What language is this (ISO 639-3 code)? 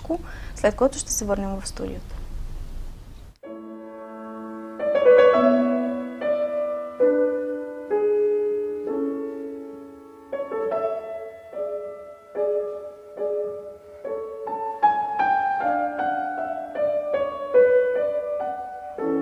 bul